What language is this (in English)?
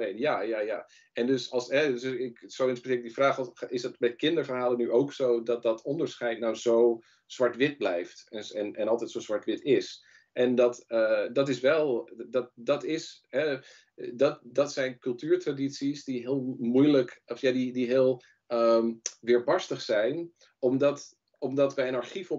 Dutch